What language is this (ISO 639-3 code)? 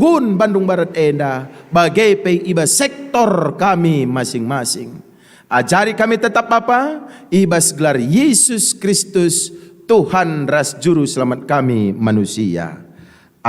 btx